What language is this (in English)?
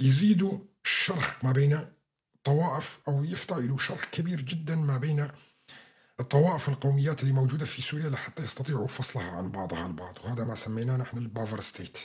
North Levantine Arabic